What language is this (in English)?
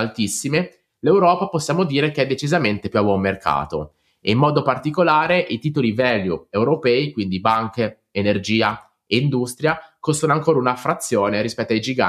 Italian